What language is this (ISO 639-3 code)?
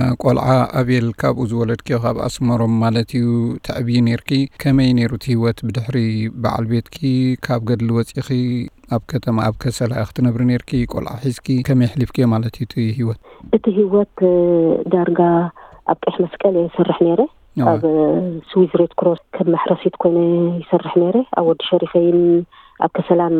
tir